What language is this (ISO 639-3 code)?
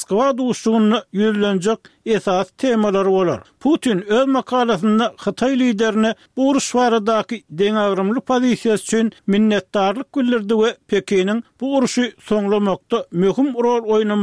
tuk